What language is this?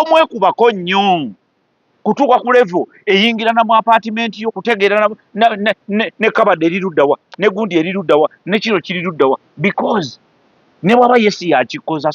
Ganda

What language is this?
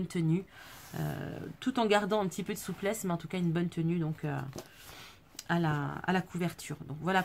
French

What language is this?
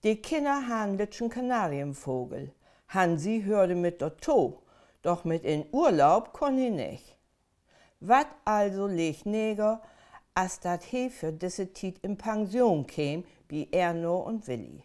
Low German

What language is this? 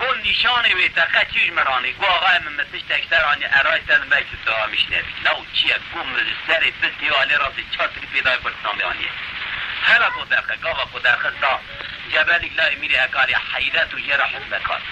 Kurdish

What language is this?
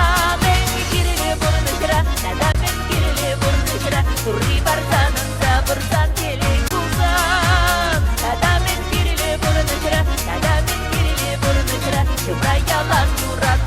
Chuvash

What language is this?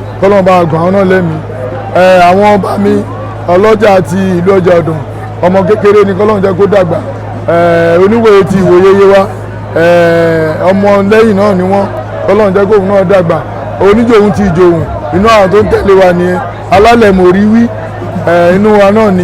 Yoruba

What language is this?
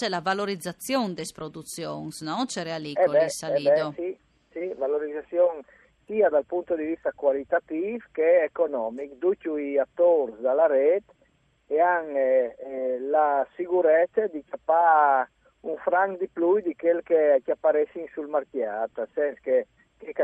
Friulian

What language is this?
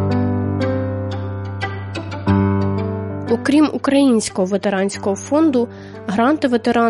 Ukrainian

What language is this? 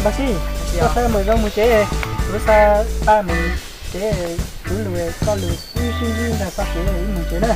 Hmong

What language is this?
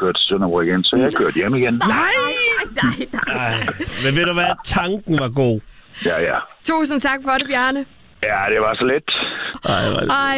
Danish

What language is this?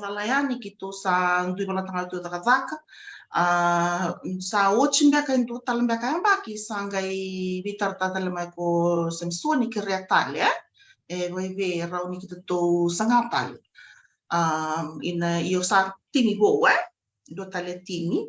Fijian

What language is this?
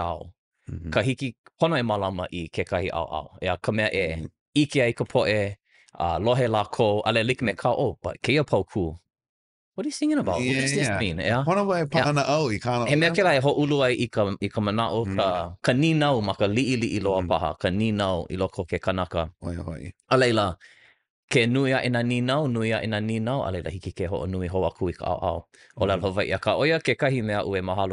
Hawaiian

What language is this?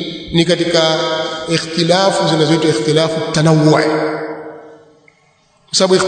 Swahili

